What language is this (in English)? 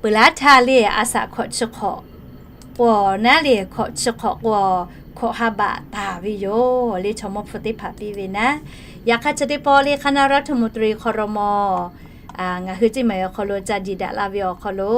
Lahu